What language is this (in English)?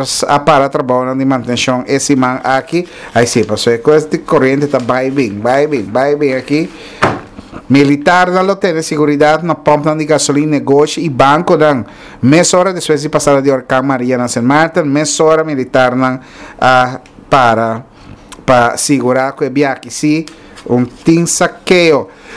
Papiamento